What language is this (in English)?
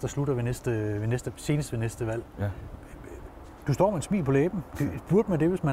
Danish